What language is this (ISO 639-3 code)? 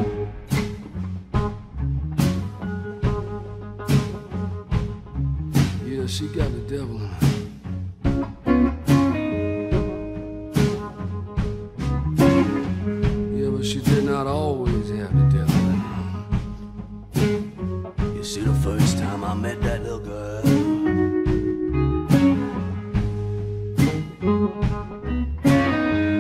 eng